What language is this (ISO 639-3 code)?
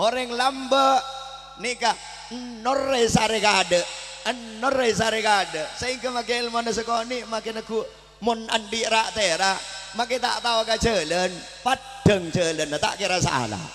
mad